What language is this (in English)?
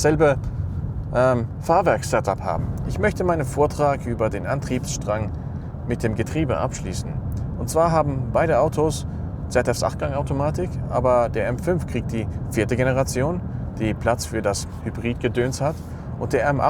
Swiss German